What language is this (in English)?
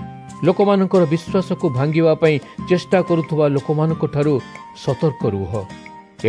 Odia